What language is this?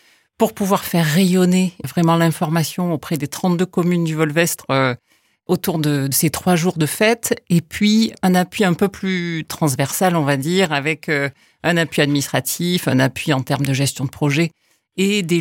French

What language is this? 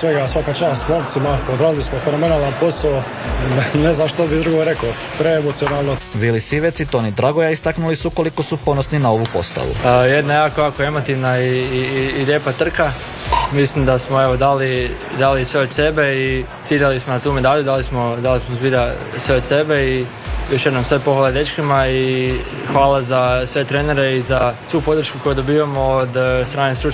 Croatian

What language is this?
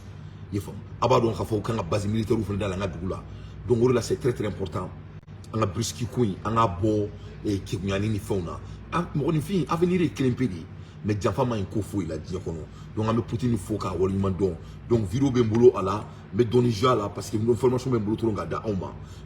Bambara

